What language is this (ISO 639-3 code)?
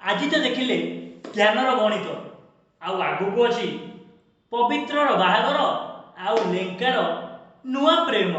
ori